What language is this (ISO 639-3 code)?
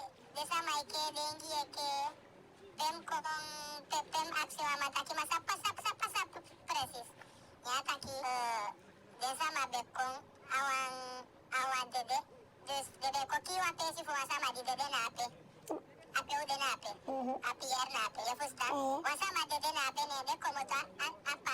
djk